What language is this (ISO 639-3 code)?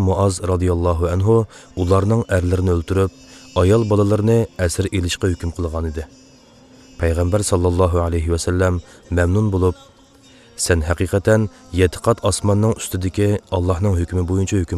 uig